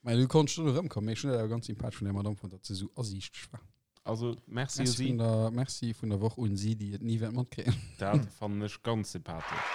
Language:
Luxembourgish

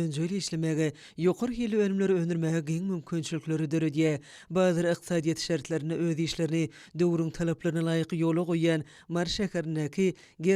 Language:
Turkmen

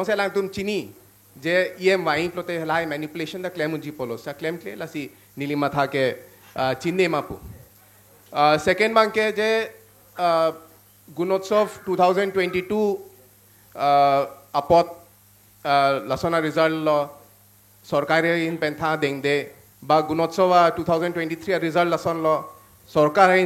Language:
Karbi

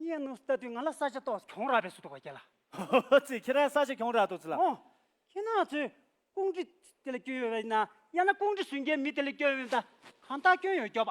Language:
Tibetan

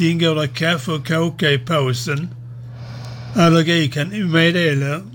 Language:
Swedish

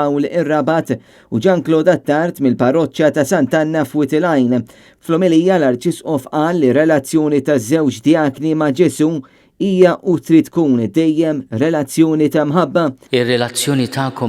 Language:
Maltese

